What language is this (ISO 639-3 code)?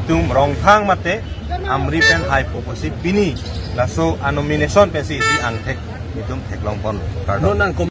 mjw